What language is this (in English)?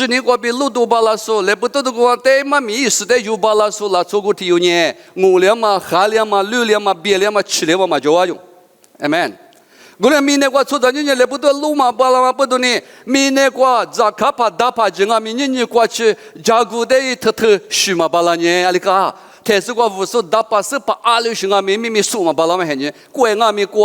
Lisu